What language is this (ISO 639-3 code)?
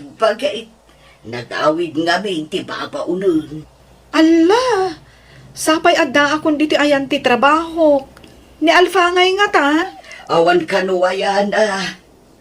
ilo